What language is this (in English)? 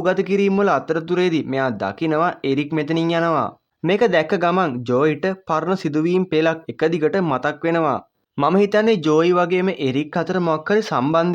Sinhala